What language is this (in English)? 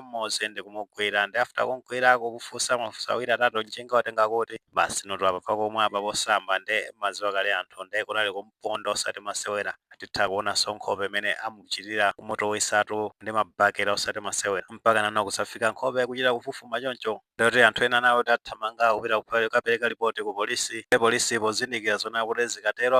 Nyanja